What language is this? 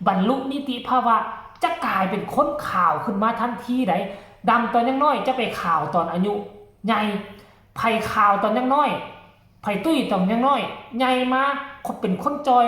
Northeastern Thai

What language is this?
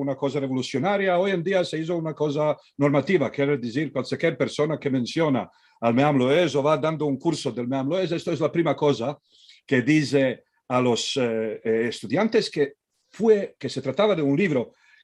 Ladino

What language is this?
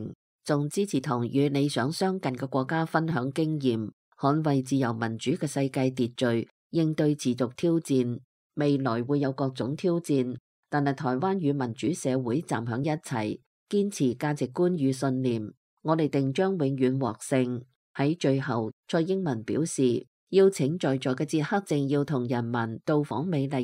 Cantonese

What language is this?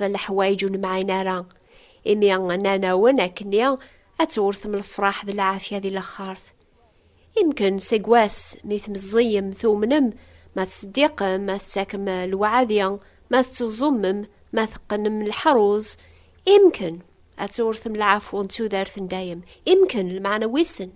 Kabyle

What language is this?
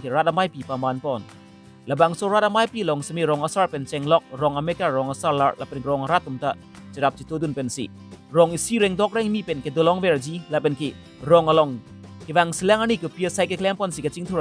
Karbi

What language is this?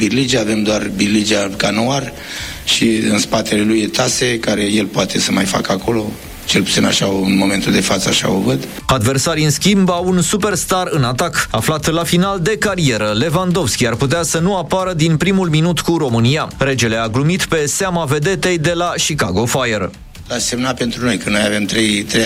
Romanian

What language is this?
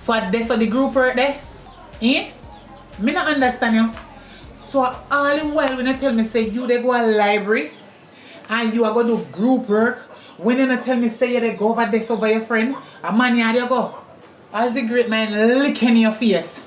Jamaican Creole English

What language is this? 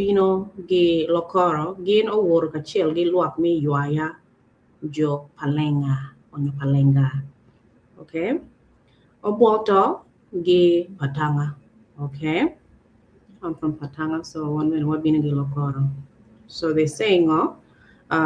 Acoli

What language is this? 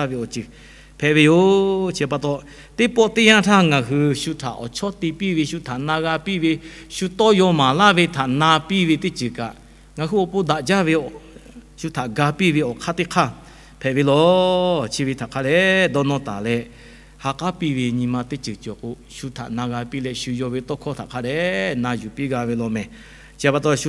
Lahu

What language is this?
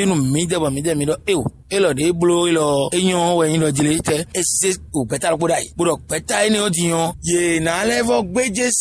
Fon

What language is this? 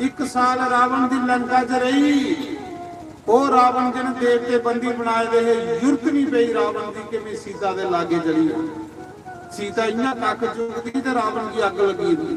Dogri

